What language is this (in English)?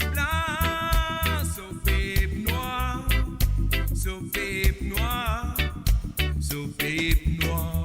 Morisyen